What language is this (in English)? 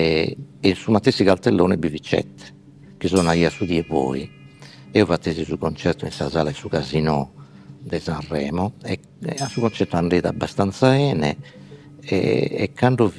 Sardinian